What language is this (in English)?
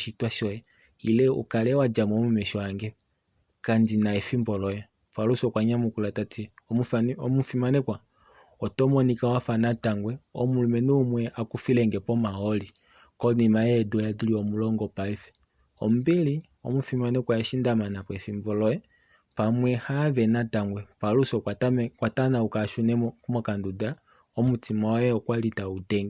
Kuanyama